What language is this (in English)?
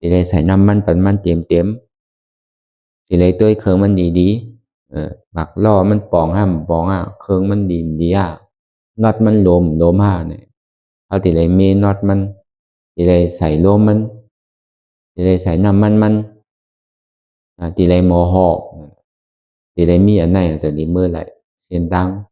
Shan